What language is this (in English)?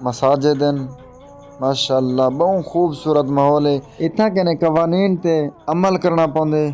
Saraiki